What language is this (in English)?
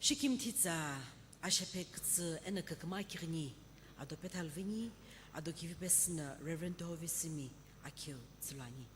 Sumi Naga